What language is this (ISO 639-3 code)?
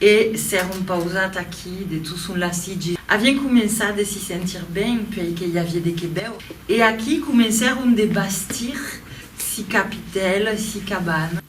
oci